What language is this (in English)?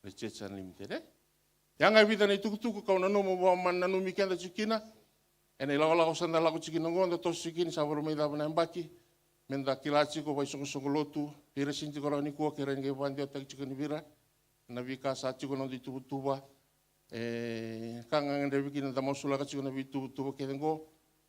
Fijian